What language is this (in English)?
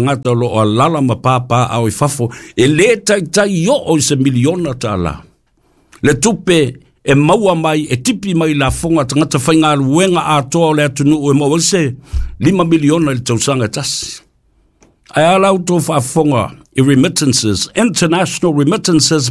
Samoan